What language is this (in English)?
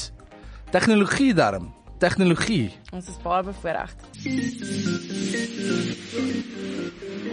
Afrikaans